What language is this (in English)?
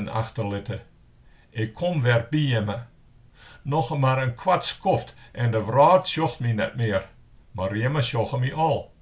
Western Frisian